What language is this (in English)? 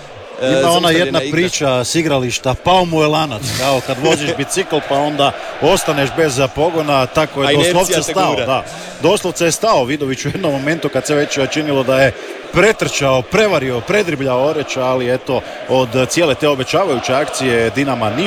Croatian